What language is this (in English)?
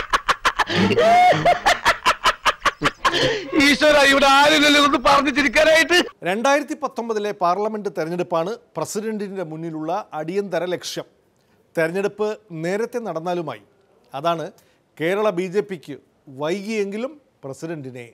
Malayalam